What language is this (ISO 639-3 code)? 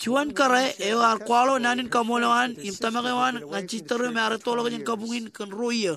mah